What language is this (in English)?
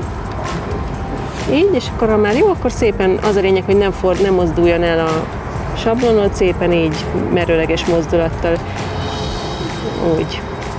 Hungarian